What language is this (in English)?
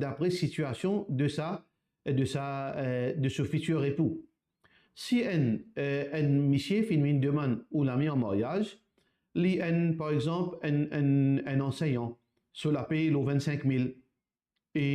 Morisyen